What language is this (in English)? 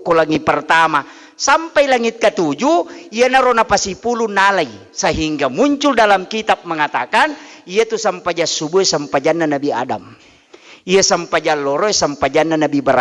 Buginese